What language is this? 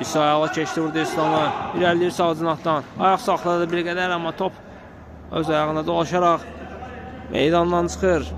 Azerbaijani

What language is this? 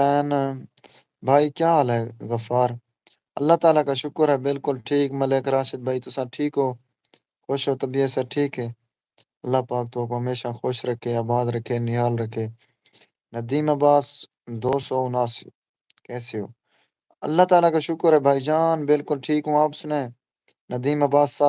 Saraiki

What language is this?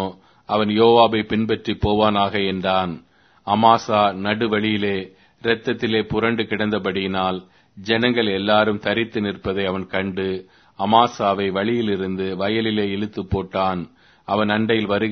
Tamil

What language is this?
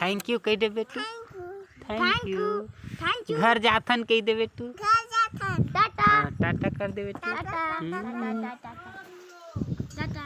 Chhattisgarhi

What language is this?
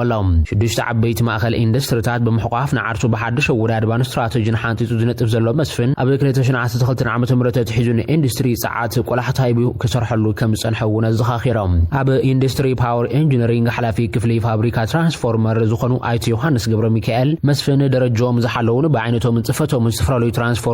Tigrinya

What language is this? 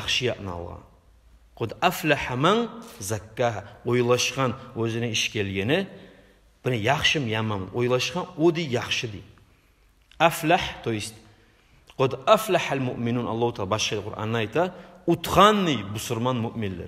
Kumyk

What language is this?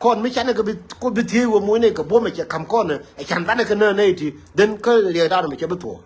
Nuer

